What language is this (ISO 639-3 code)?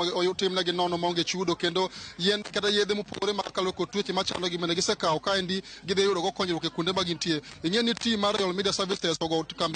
luo